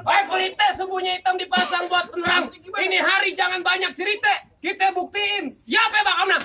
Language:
Betawi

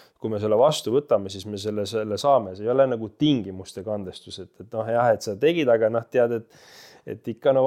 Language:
Estonian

